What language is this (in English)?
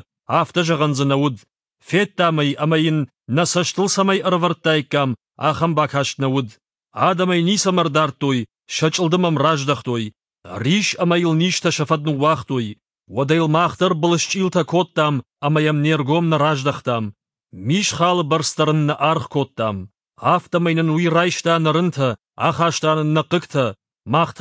Ossetic